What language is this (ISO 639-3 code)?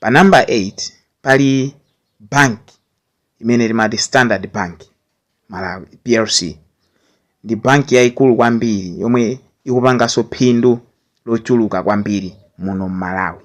nya